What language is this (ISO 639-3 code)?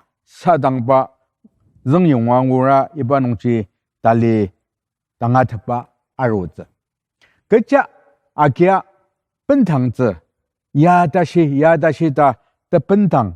njo